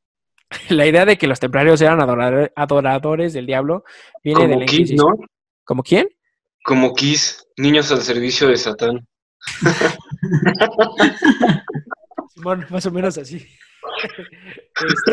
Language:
Spanish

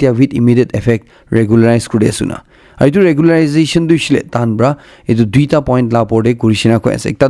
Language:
Naga Pidgin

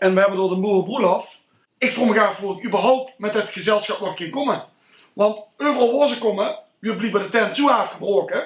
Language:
Limburgish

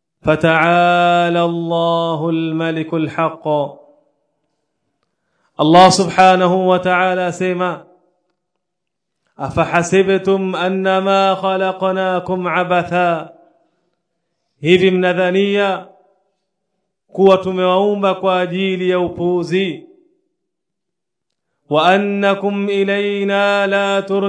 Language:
Swahili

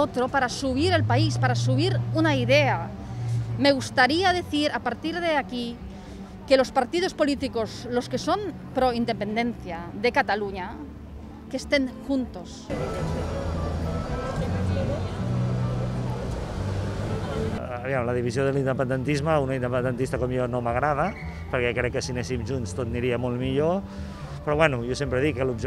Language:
Catalan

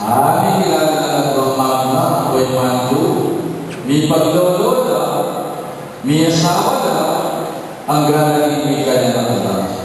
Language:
Pampanga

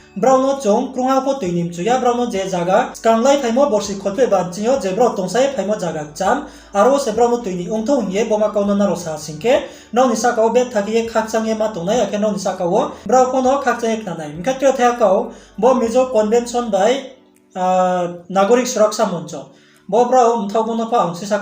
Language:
Riang (India)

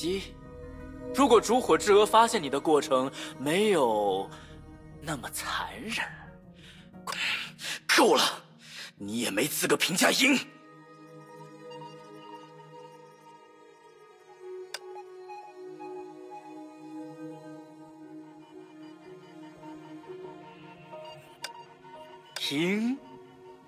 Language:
Chinese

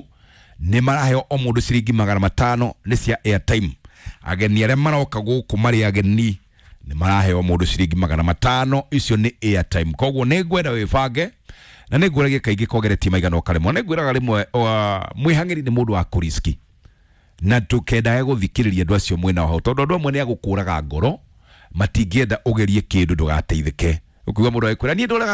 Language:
Kikuyu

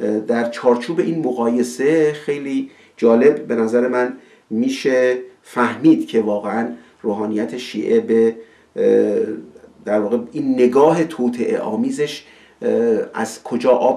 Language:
Persian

